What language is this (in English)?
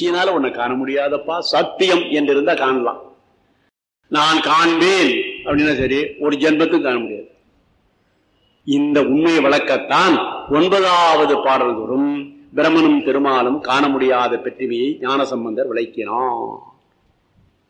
Tamil